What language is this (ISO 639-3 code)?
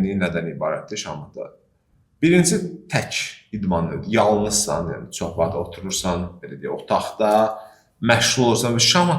aze